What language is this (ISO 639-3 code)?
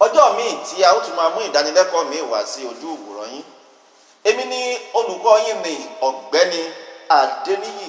yor